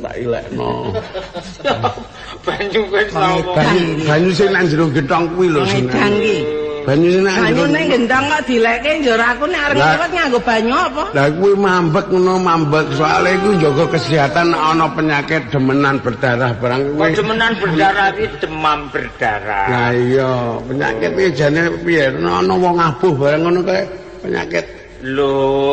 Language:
Javanese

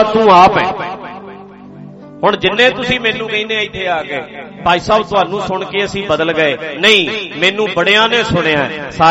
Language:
Punjabi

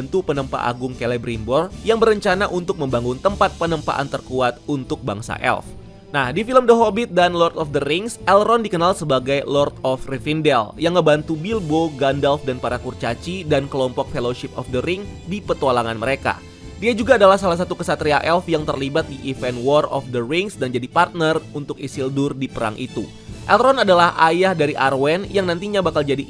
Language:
Indonesian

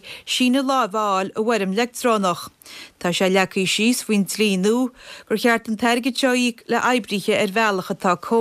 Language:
Irish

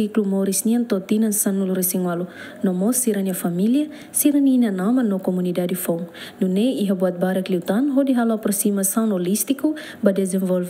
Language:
Tetum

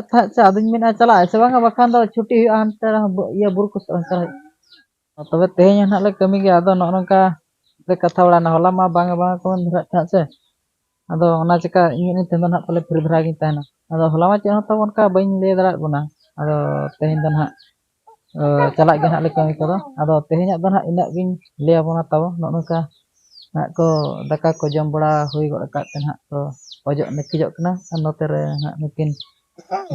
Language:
Santali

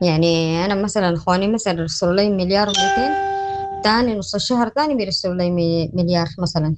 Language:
Sudanese Arabic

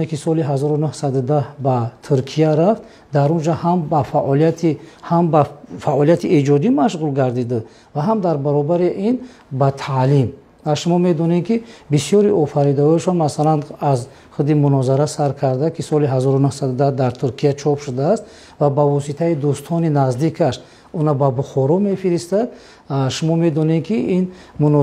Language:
Tajik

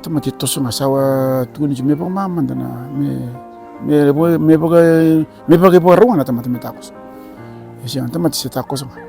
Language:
Fijian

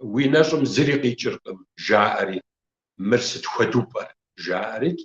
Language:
Kabardian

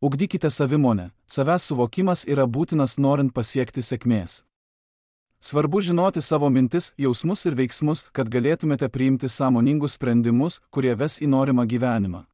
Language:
Lithuanian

